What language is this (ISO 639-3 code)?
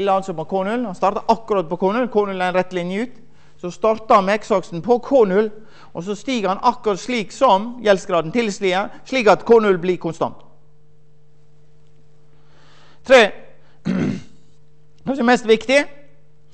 nor